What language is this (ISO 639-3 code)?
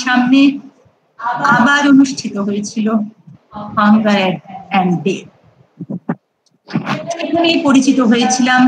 ben